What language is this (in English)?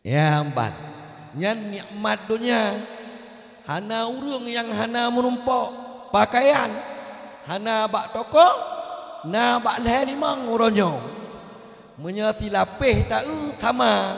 Achinese